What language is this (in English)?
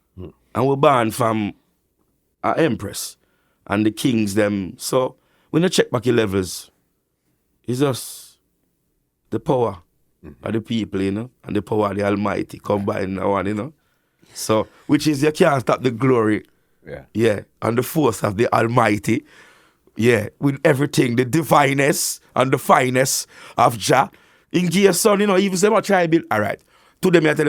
Jamaican Creole English